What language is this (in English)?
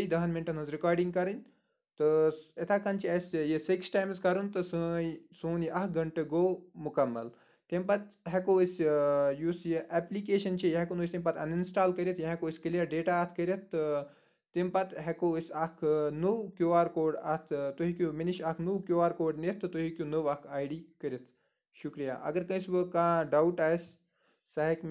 Kashmiri